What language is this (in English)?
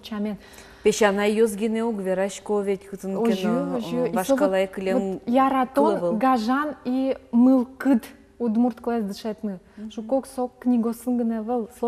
Udmurt